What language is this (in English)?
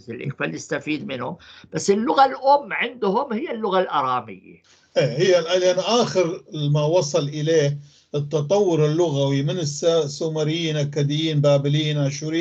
North Levantine Arabic